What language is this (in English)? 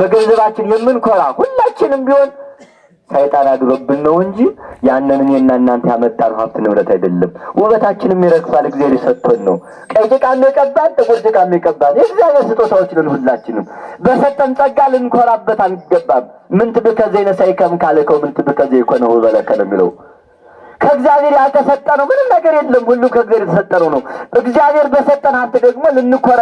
Amharic